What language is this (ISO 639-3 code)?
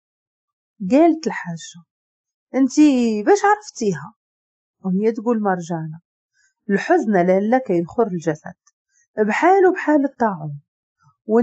ary